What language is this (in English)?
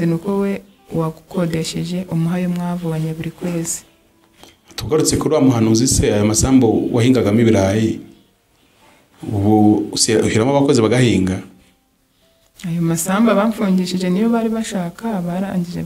Kinyarwanda